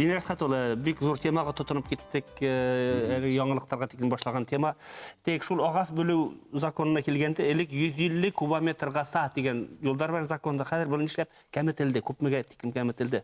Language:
Bashkir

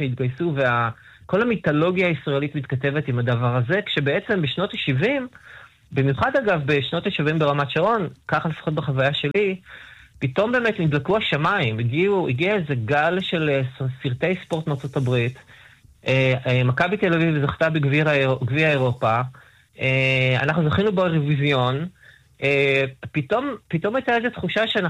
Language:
Hebrew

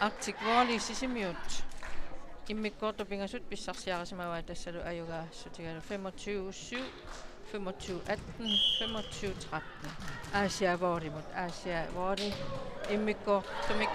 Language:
Kalaallisut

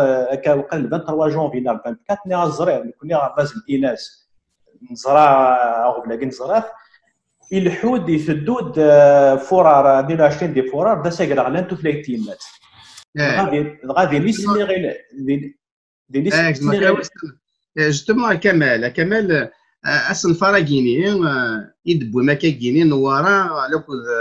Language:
Kabyle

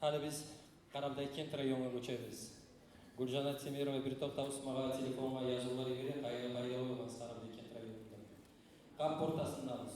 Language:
Kumyk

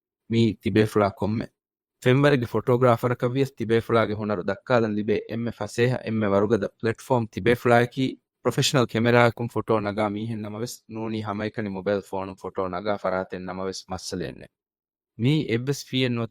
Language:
Divehi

